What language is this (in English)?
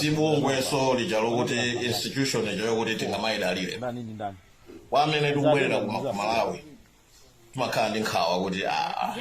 Nyanja